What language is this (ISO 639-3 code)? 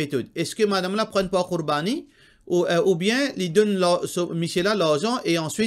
mfe